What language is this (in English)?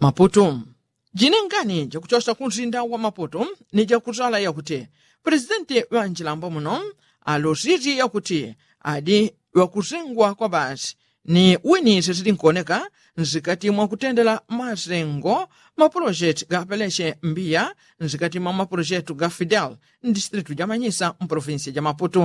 Yao